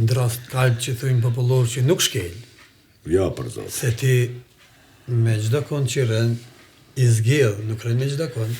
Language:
Albanian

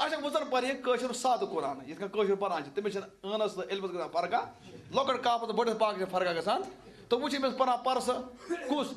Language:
Kashmiri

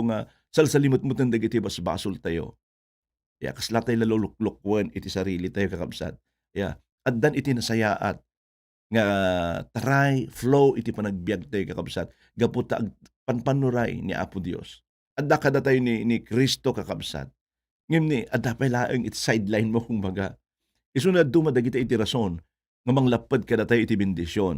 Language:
Iloko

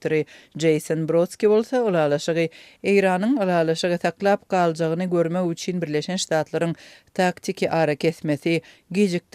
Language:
Turkmen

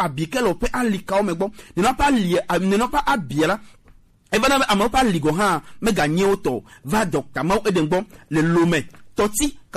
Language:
Gen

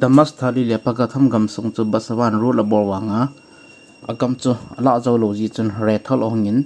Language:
Thado Chin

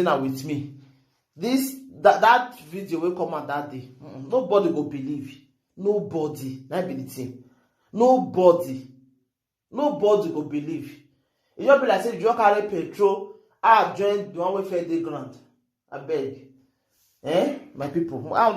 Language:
Nigerian Pidgin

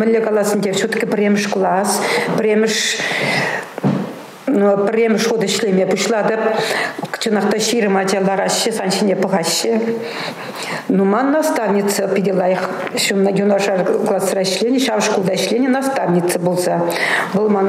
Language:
Chuvash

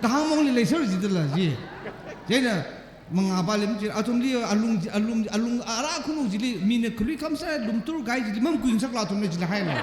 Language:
Tangkhul Naga (India)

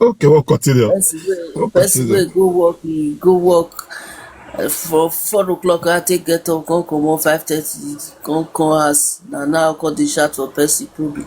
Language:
Nigerian Pidgin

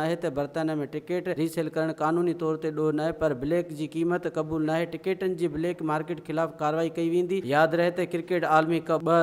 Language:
Sindhi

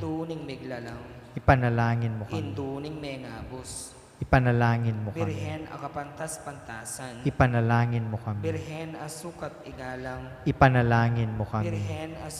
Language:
Pampanga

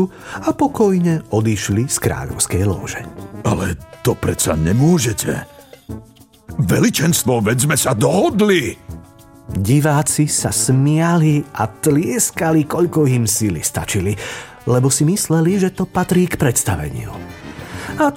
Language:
Slovak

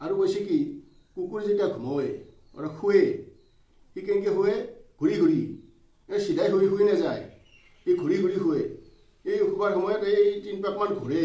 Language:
Assamese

